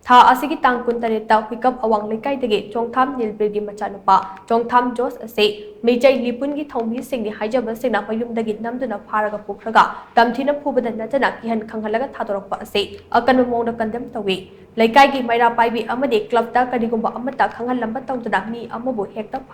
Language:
Manipuri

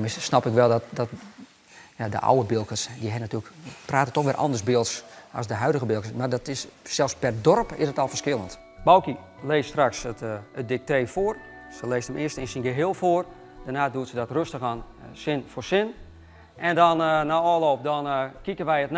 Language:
Western Frisian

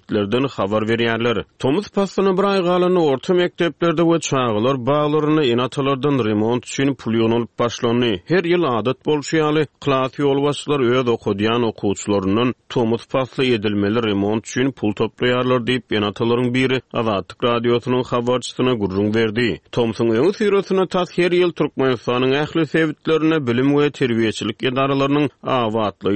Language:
Turkmen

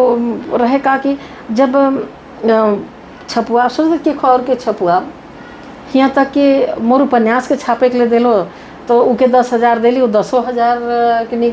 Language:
Sadri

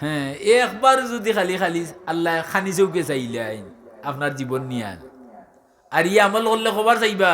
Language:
Sylheti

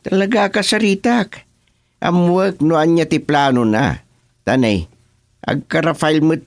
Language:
Iloko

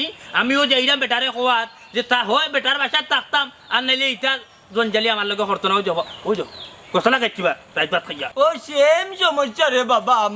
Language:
Sylheti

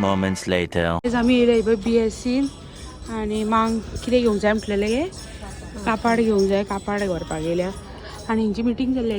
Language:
Konkani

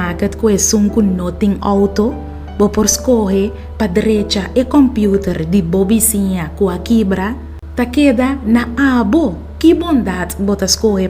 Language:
Papiamento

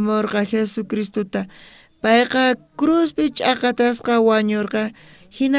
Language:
South Bolivian Quechua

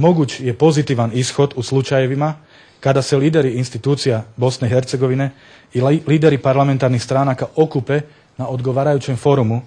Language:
Bosnian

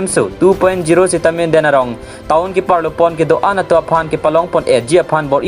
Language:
Karbi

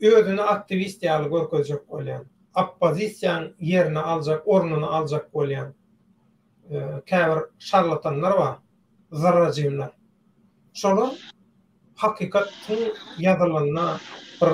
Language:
Turkmen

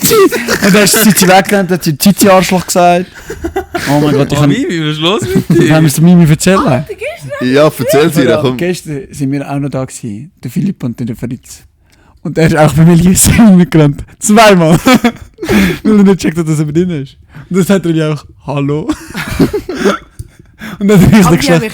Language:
Swiss German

